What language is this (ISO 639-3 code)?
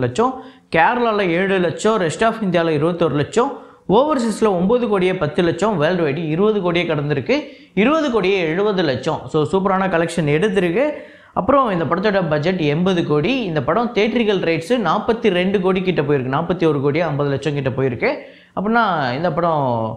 tam